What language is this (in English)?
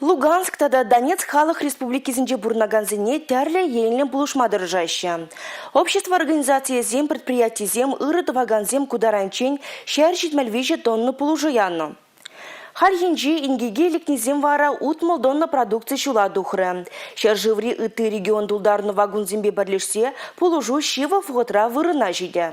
Chuvash